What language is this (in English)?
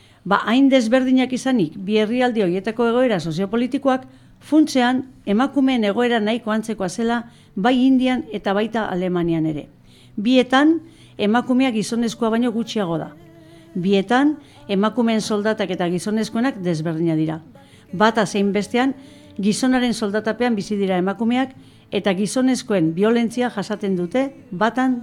Basque